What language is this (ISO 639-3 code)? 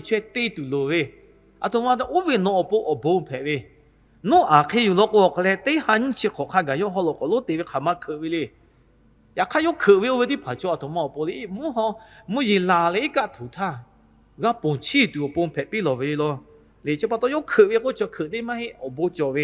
lhu